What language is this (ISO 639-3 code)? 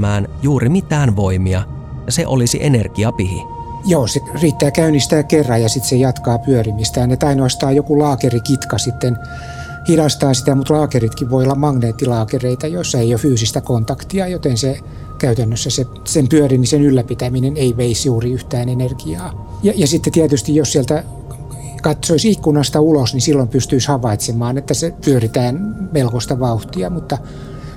fin